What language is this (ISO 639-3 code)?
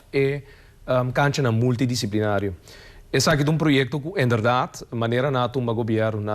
pap